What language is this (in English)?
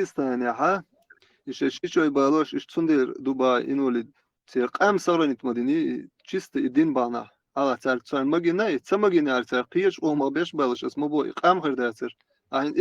Chechen